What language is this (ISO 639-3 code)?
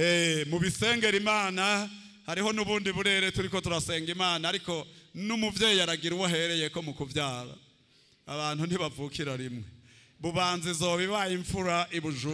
run